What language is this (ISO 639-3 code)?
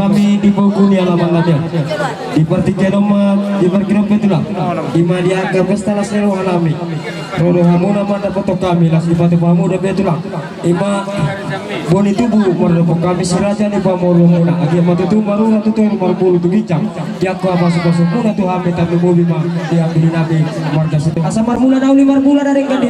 bbc